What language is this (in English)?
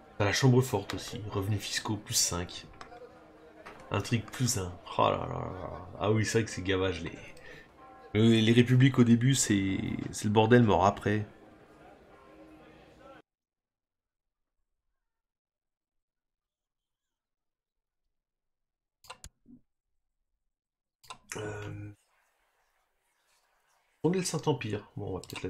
French